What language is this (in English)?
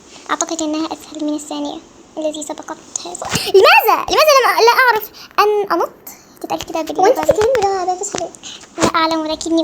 Egyptian Arabic